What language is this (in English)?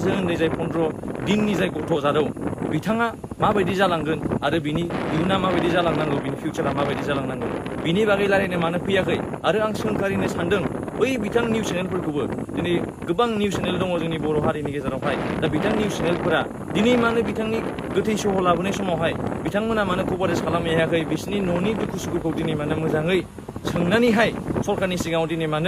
Bodo